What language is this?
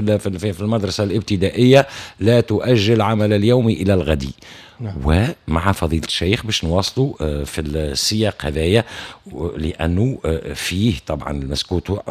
Tunisian Arabic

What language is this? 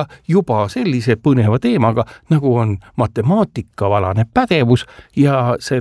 Estonian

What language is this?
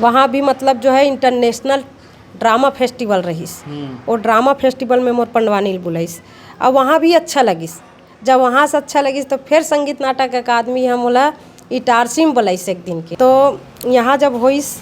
Chhattisgarhi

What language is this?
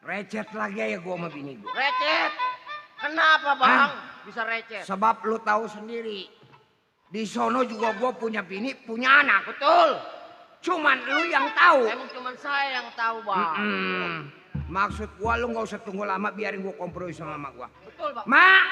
Betawi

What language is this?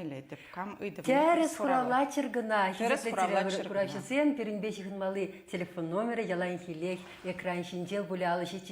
Chuvash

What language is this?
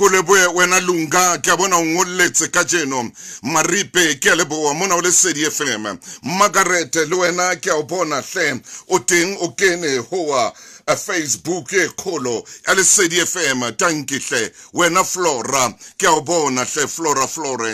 Southern Sotho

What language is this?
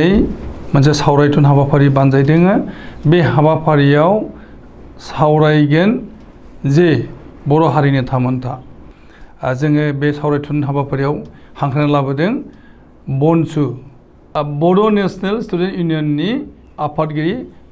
Bodo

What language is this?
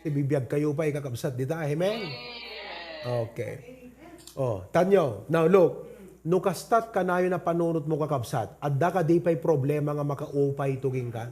Iloko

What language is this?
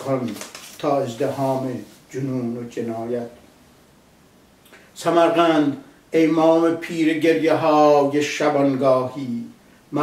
Persian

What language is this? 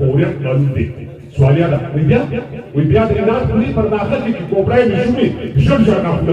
Pashto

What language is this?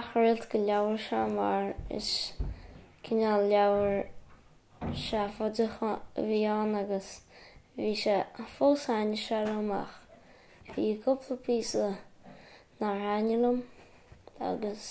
Irish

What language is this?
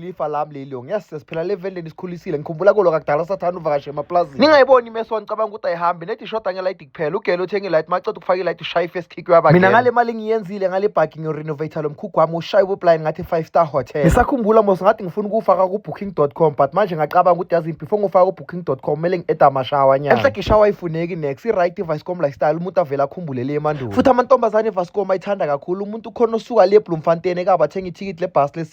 Zulu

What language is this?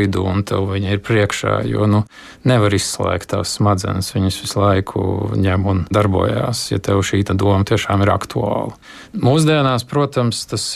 Latvian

